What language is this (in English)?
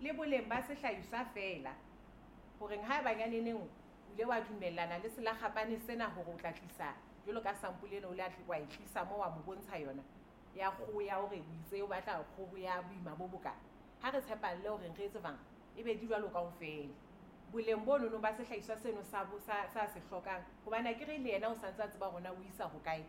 Southern Sotho